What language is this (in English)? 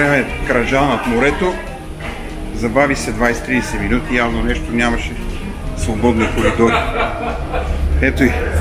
Bulgarian